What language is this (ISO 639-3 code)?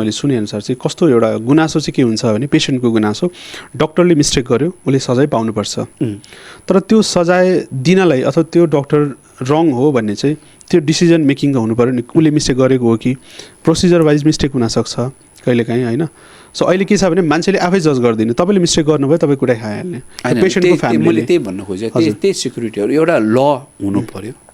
nep